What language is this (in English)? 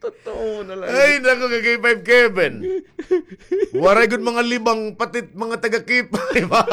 Waray